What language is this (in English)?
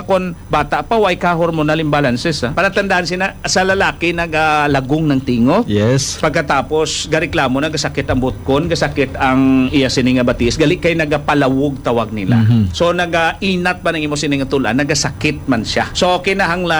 Hiligaynon